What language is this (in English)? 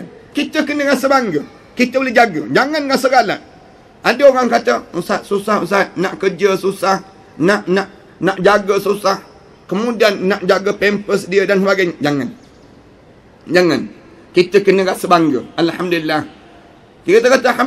Malay